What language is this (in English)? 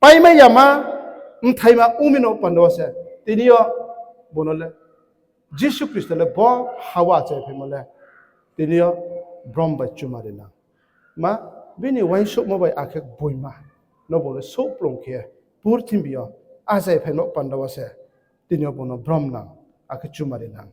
Riang (India)